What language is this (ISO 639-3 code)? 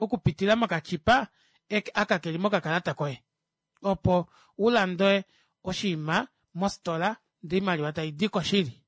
kua